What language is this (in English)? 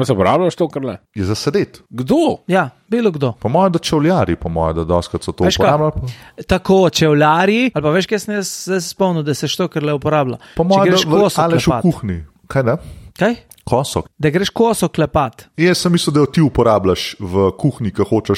Slovenian